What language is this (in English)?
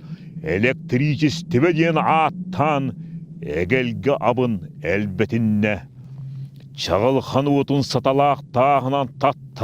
Yakut